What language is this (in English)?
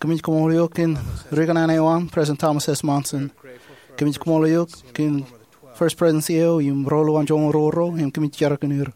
Marshallese